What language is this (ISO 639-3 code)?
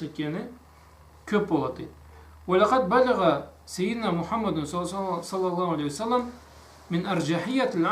krc